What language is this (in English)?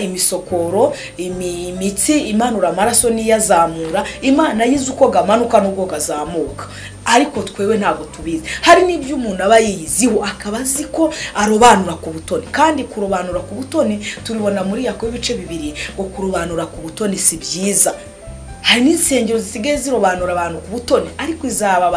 Kinyarwanda